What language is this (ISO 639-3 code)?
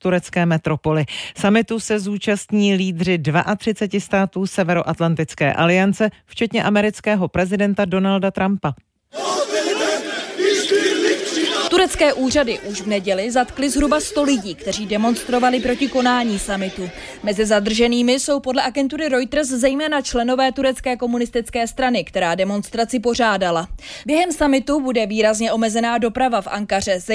ces